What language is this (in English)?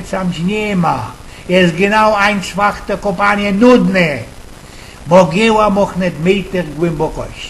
Silesian